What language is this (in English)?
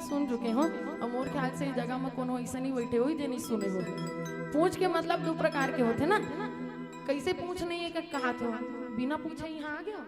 Chhattisgarhi